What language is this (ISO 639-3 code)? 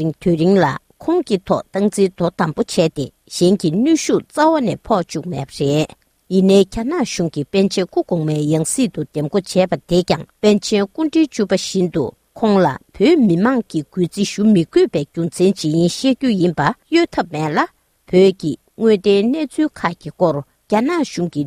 bod